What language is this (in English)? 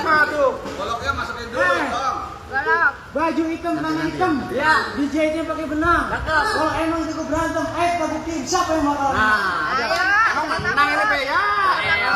Betawi